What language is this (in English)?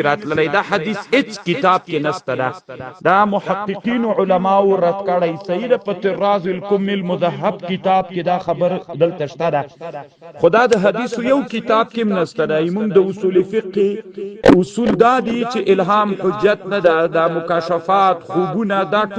Pashto